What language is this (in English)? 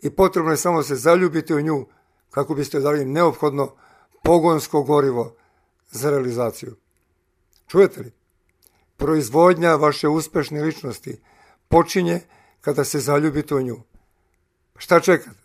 Serbian